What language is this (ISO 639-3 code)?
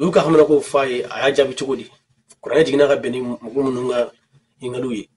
bam